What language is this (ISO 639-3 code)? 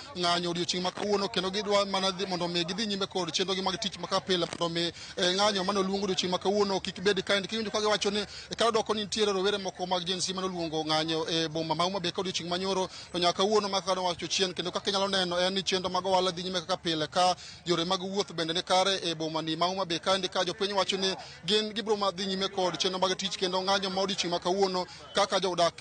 luo